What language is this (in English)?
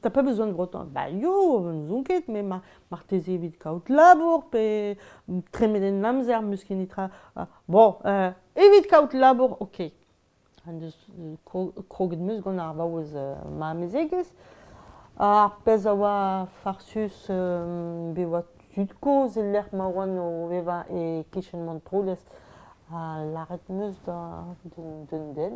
Breton